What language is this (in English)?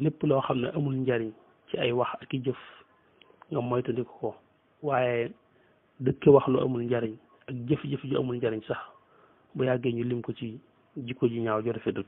Wolof